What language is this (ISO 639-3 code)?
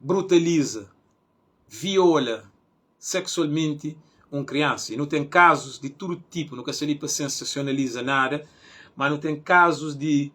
kea